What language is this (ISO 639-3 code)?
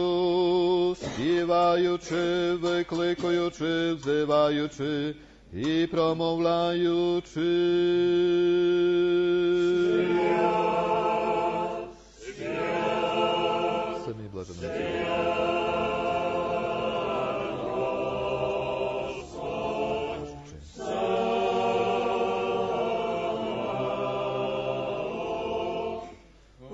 ukr